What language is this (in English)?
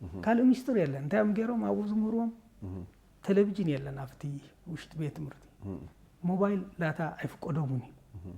Tigrinya